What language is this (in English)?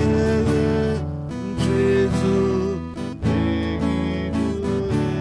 Konkani